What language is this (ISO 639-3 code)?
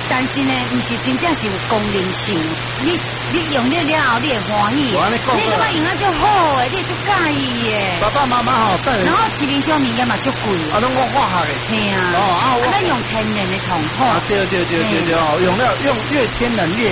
nan